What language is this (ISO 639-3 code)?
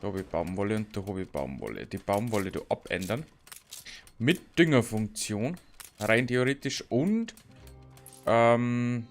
bar